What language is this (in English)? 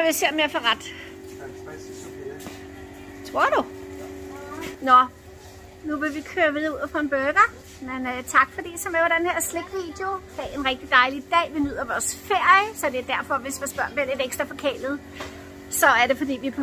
Danish